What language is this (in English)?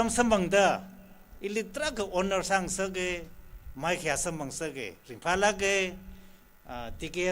Tangkhul Naga (India)